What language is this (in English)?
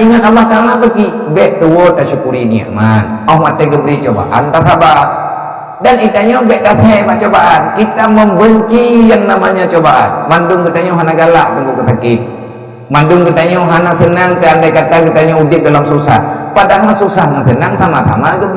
Achinese